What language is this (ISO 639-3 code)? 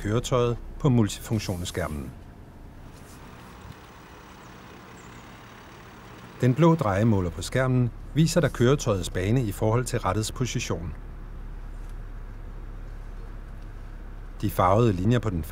dan